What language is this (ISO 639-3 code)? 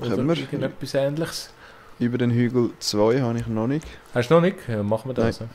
gsw